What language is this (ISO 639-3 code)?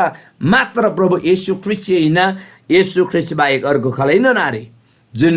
taj